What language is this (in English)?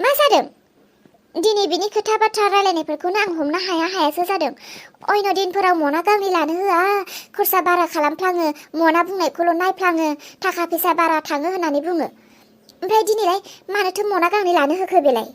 Bodo